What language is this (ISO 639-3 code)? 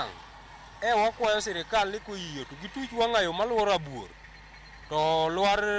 luo